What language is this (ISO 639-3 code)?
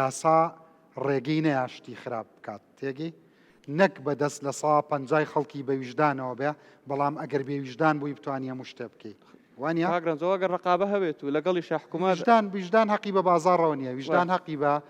ckb